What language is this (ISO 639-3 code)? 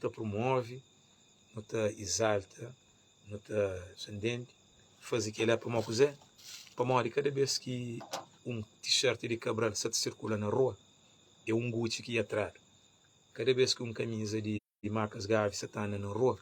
kea